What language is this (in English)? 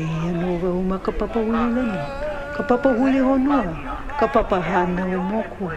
Hawaiian